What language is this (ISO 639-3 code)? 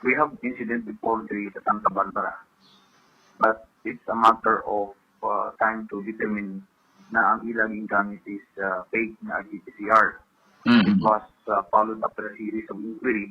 hil